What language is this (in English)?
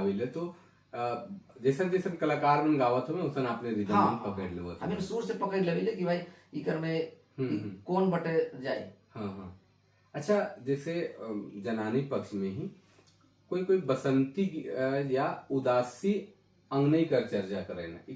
Sadri